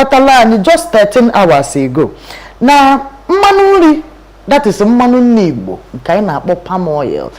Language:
Igbo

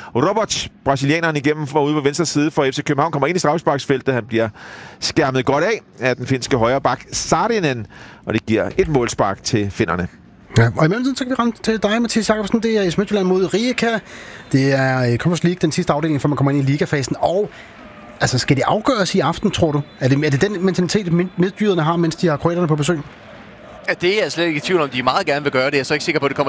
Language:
Danish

